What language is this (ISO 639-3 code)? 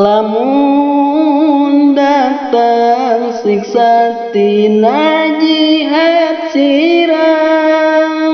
sun